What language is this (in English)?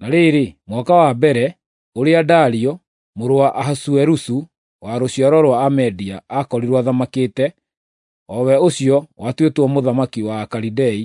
Kikuyu